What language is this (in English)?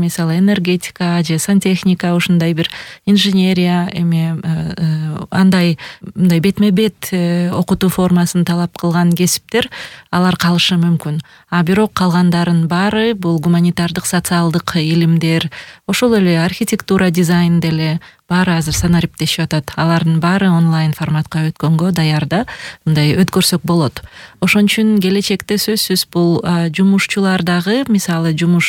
Kyrgyz